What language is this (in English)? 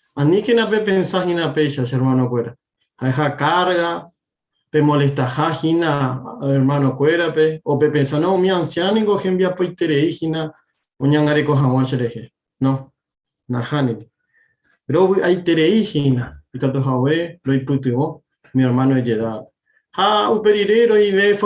Guarani